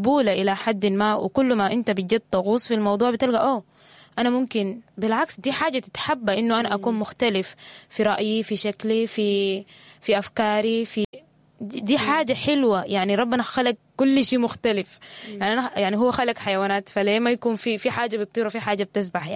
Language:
Sudanese Arabic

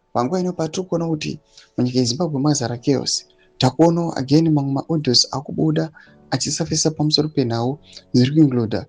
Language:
Shona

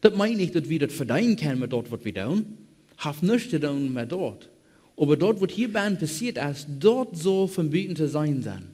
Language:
Plautdietsch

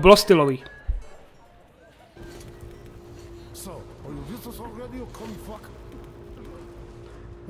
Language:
Czech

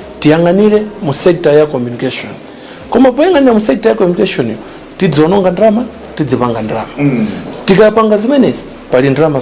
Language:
Nyanja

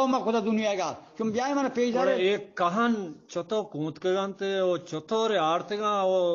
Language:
Eastern Balochi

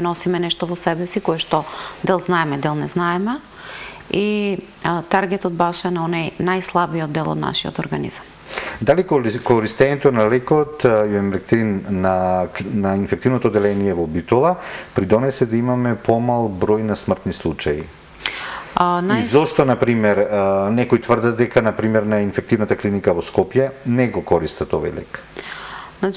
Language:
Macedonian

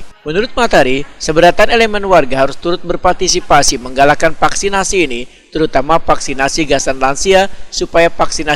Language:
Banjar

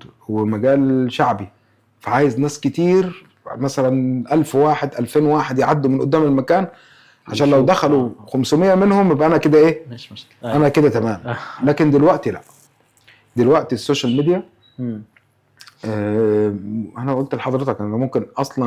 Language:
Egyptian Arabic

